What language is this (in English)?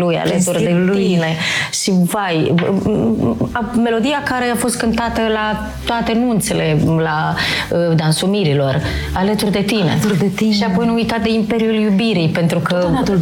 Romanian